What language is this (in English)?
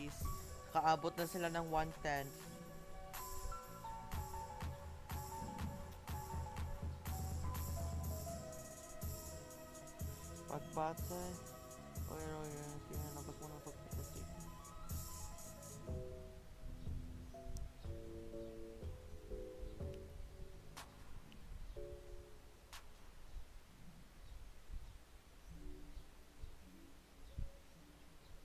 Filipino